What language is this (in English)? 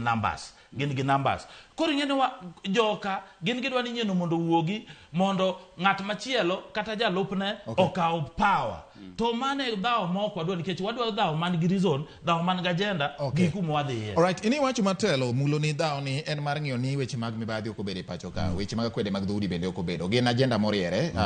Luo (Kenya and Tanzania)